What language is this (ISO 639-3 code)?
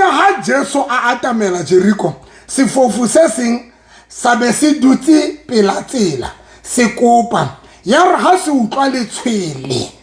sot